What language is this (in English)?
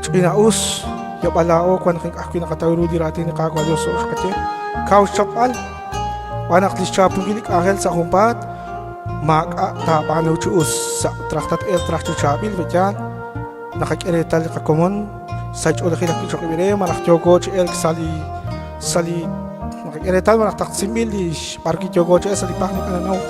Kekchí